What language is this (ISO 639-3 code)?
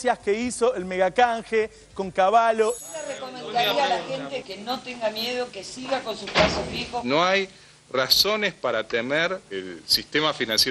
spa